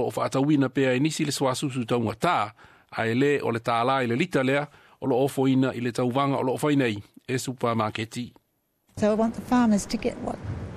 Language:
Samoan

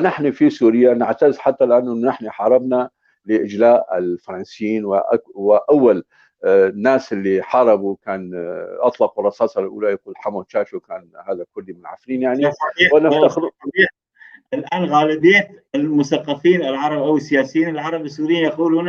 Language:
North Levantine Arabic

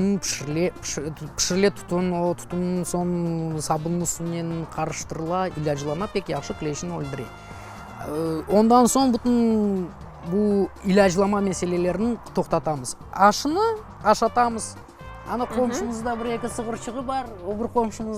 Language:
Crimean Tatar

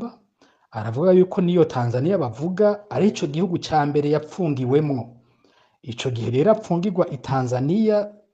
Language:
Rundi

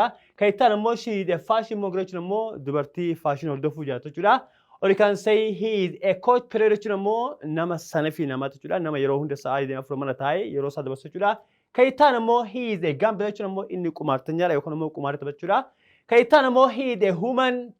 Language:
Oromo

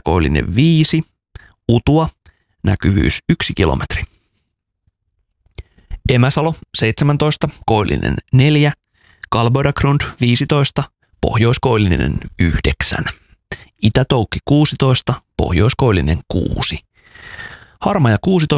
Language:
Finnish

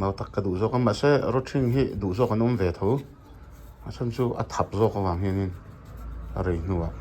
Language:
Mizo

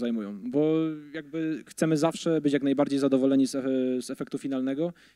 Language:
Polish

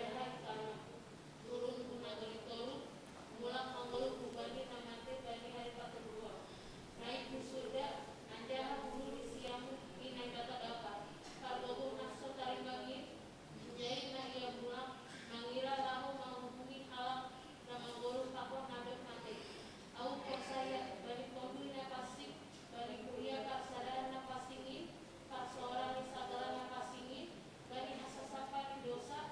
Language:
Batak Simalungun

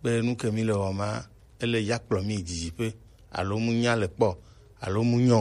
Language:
Gen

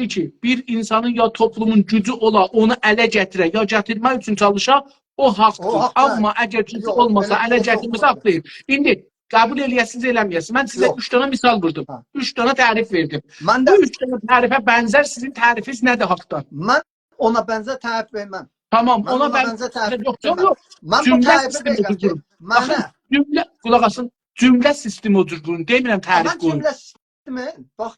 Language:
South Azerbaijani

